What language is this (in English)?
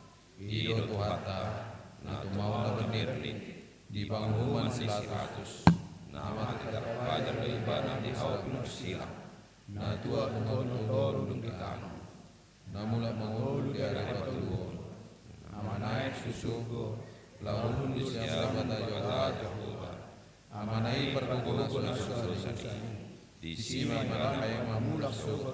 Batak Toba